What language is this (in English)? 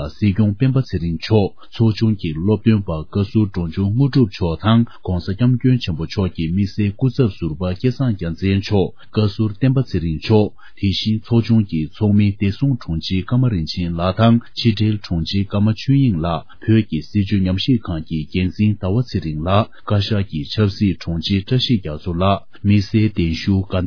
Tibetan